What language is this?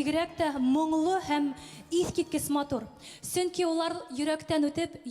Bashkir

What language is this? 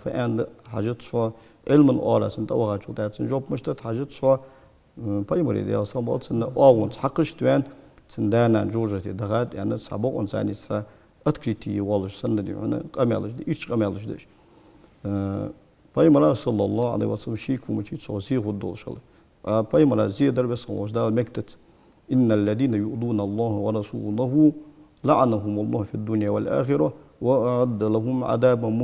Ingush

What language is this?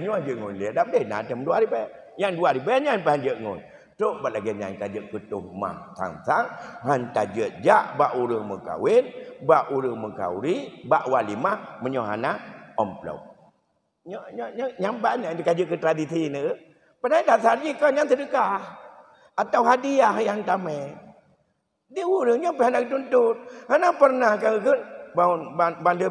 Achinese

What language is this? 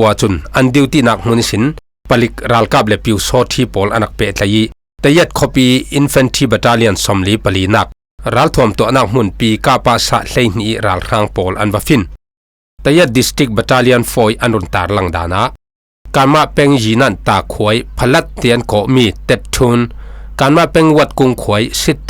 Falam Chin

